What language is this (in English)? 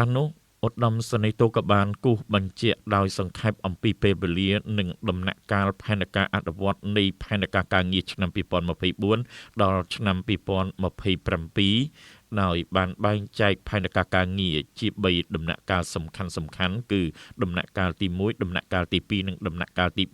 Khmer